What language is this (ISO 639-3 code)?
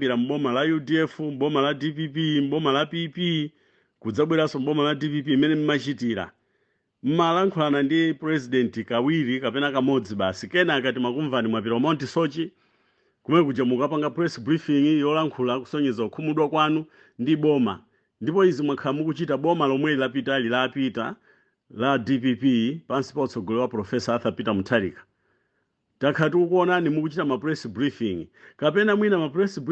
nya